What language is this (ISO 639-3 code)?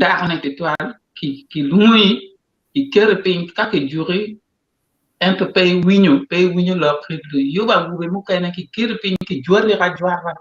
ach